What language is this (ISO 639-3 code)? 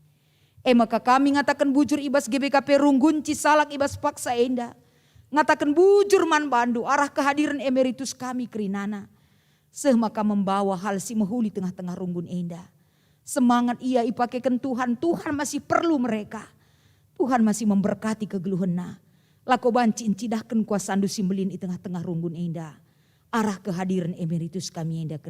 btx